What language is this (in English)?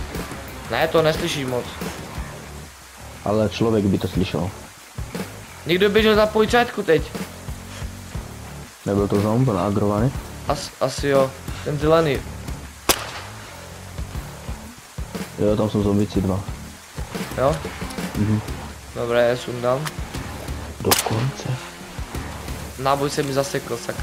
Czech